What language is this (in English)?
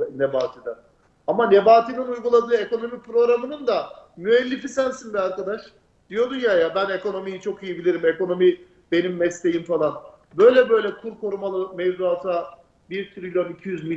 Turkish